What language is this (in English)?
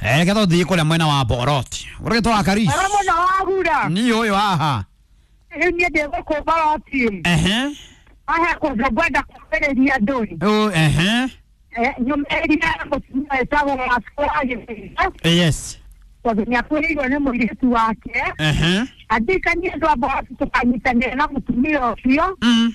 Kikuyu